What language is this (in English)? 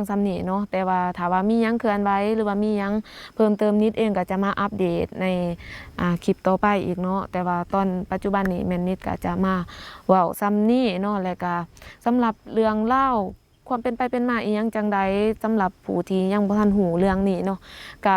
Lao